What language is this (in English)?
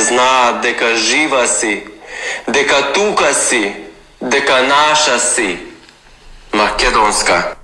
Macedonian